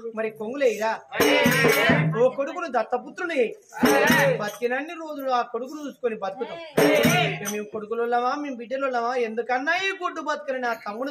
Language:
Telugu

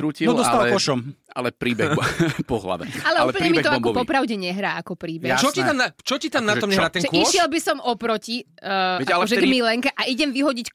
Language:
Slovak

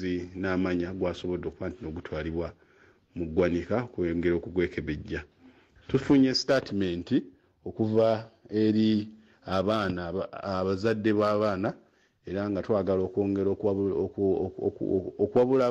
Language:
Ganda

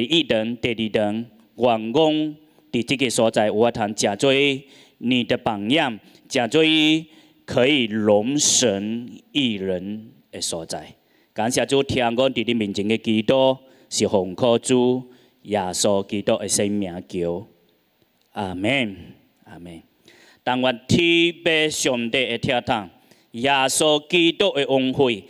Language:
Chinese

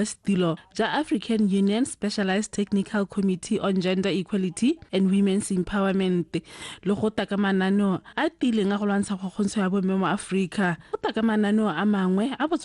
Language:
Tswana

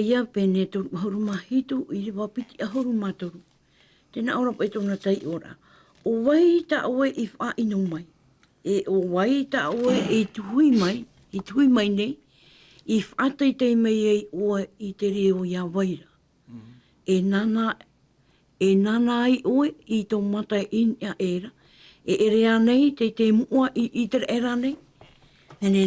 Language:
Tahitian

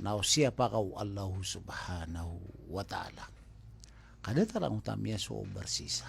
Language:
Maranao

